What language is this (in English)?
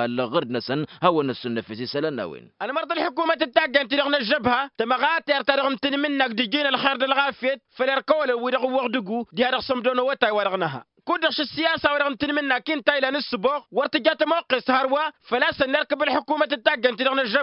Tamasheq